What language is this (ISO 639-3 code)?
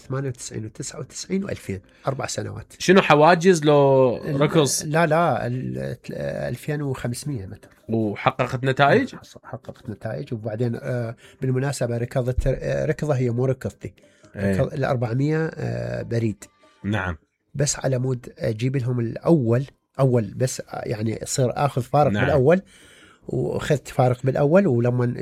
acm